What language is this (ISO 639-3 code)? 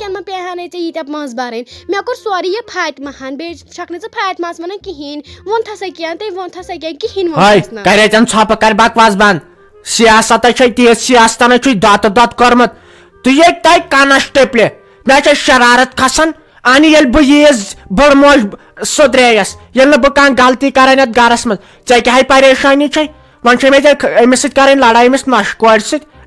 kas